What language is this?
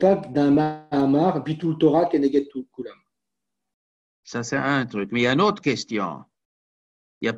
French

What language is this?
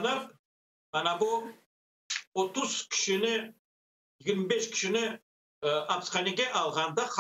Crimean Tatar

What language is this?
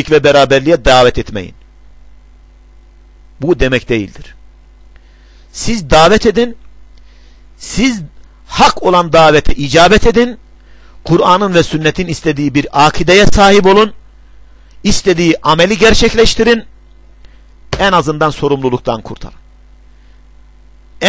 Turkish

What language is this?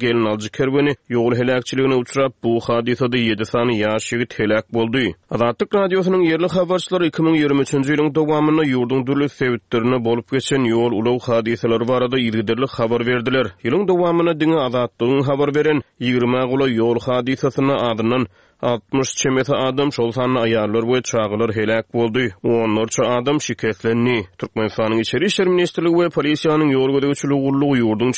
Turkmen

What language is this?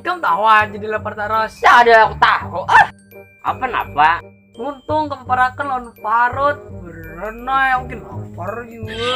Banjar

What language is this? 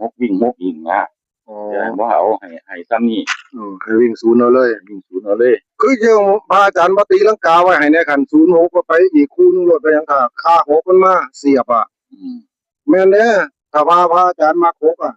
Northeastern Thai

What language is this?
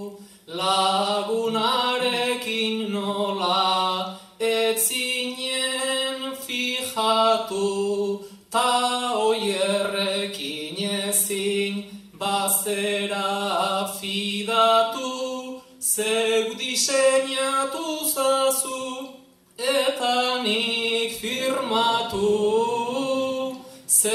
Basque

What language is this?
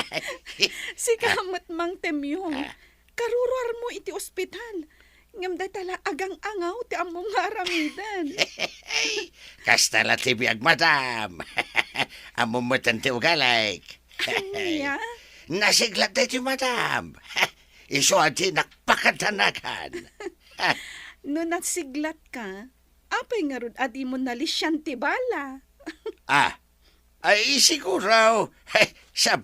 Iloko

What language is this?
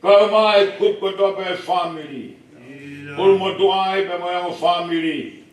Tongan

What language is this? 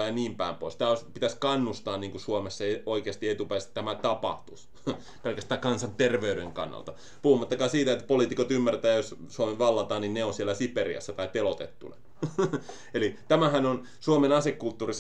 Finnish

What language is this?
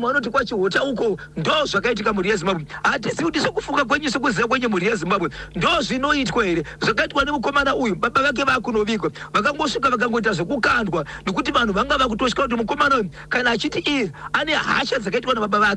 Shona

